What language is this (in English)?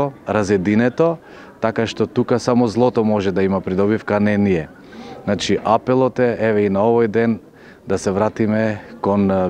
Macedonian